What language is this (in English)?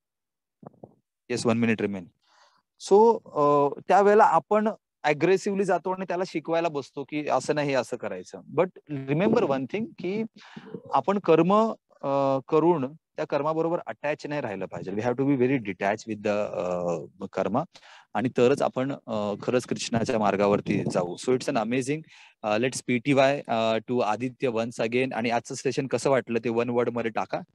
Marathi